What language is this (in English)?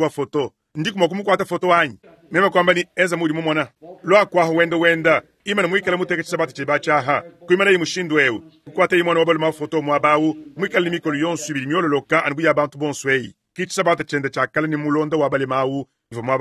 Luba-Lulua